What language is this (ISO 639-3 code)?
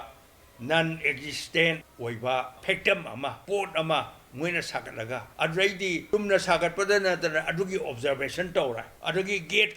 mni